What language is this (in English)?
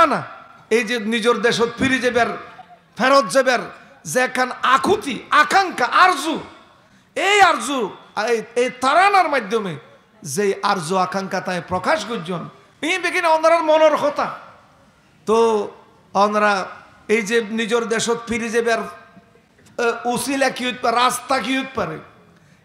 Rohingya